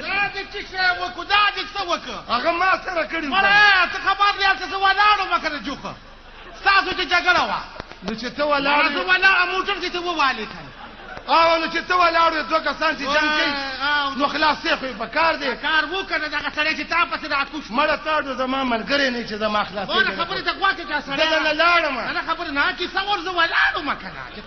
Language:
Pashto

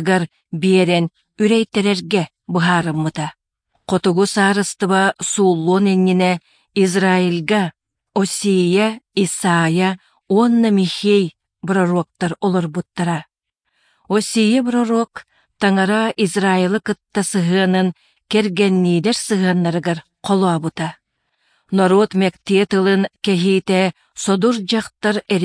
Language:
Yakut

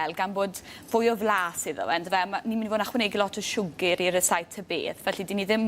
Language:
Welsh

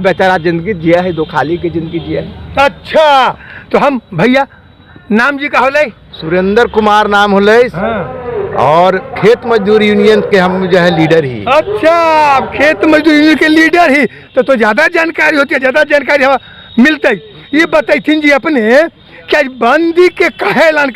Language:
Magahi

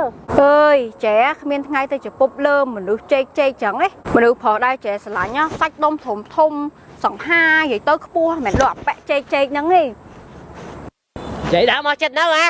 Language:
Khmer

